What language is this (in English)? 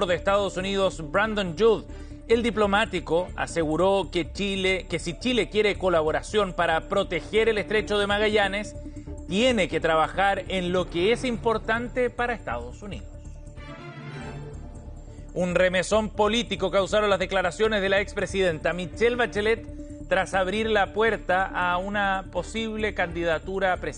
Spanish